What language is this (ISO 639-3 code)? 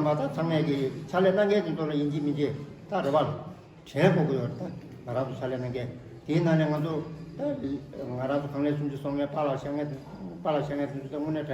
bod